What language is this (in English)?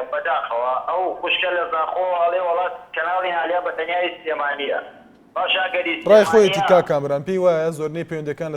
Central Kurdish